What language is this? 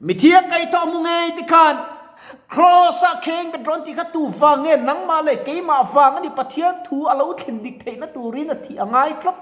Mizo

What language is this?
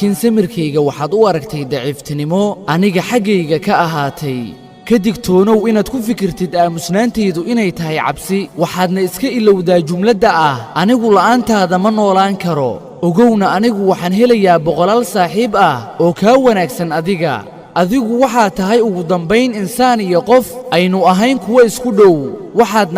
Somali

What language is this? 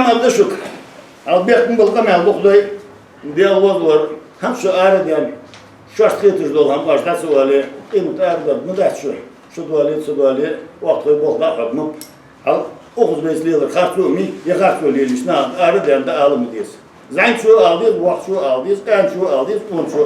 Ingush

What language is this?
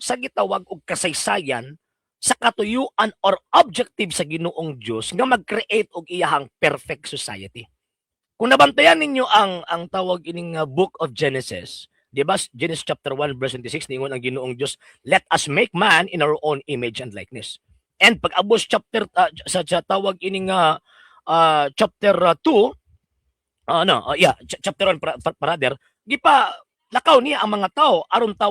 Cebuano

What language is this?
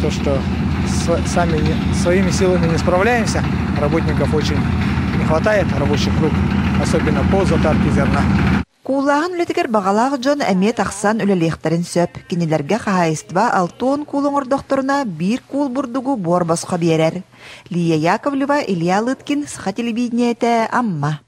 Yakut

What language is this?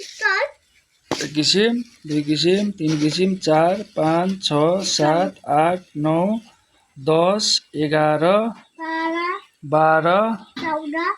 Nepali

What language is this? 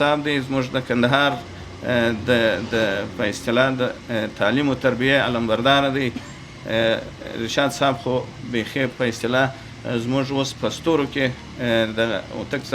Pashto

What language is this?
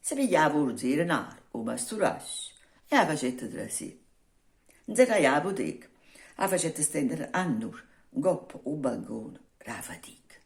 Neapolitan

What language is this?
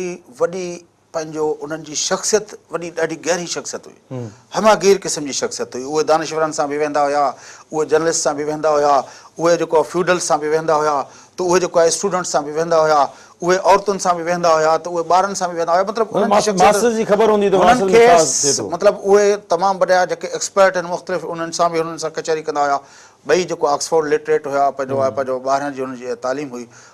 Sindhi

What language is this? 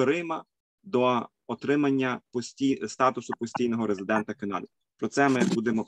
Ukrainian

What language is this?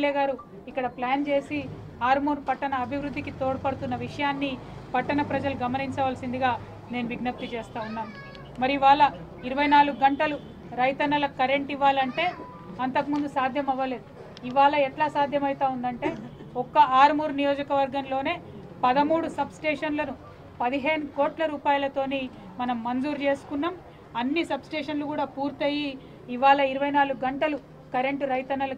Telugu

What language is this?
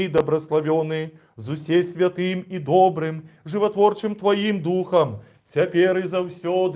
Belarusian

